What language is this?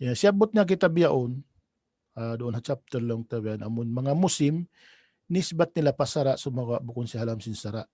Tausug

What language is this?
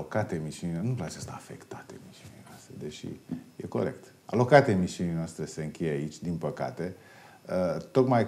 Romanian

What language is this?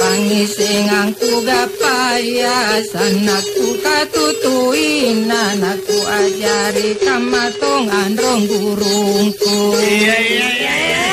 Makasar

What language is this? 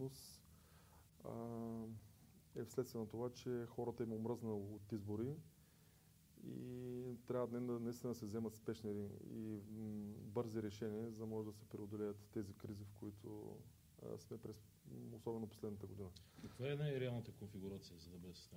Bulgarian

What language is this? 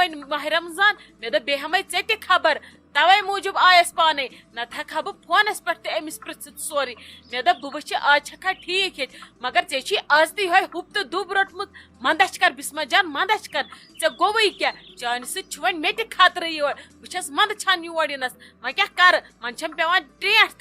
Kashmiri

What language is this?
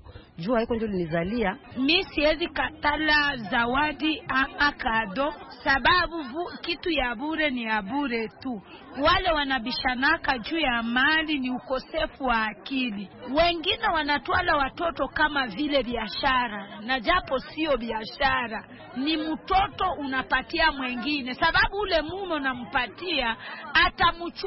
Swahili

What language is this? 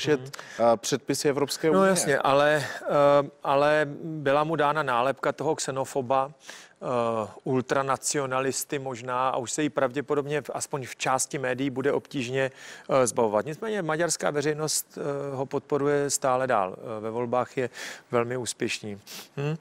Czech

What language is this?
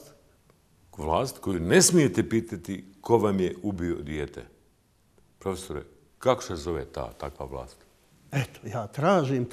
Bosnian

